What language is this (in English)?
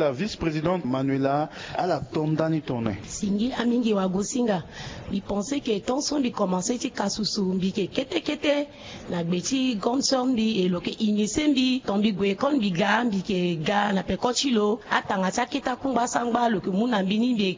Sango